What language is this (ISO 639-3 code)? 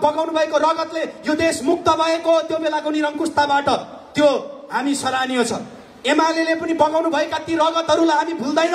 nep